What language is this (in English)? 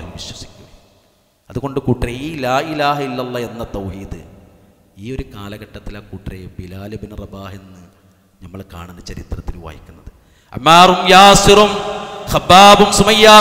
Malayalam